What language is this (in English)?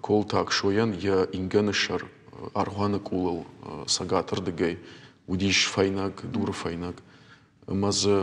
Ossetic